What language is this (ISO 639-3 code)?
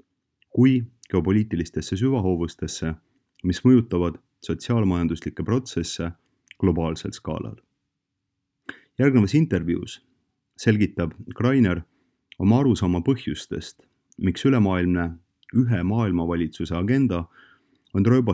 est